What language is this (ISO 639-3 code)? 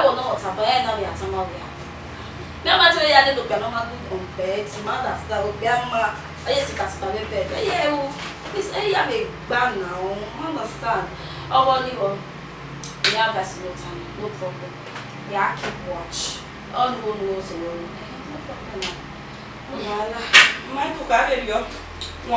bin